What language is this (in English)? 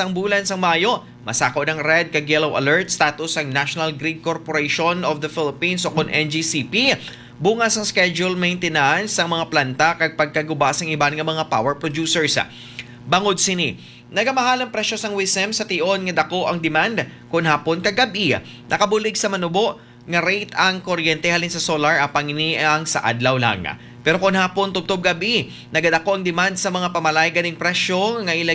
Hiligaynon